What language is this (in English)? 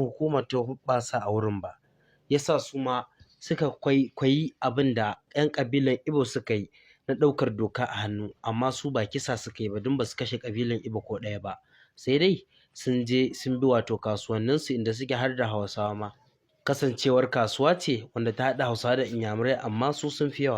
Hausa